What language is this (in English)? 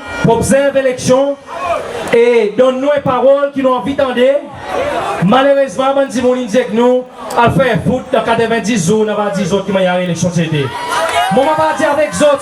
Seselwa Creole French